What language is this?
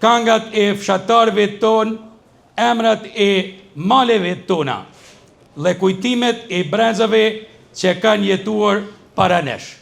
Albanian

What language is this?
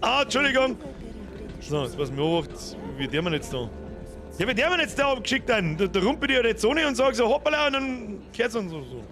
Bavarian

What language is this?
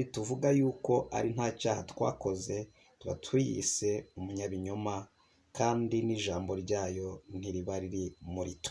Kinyarwanda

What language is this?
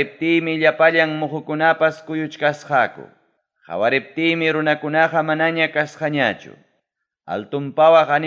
Ayacucho Quechua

